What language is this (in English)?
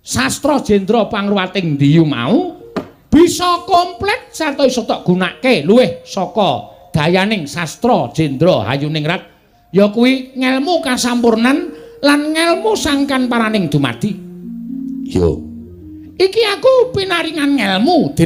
Javanese